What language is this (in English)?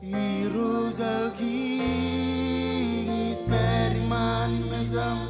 Marshallese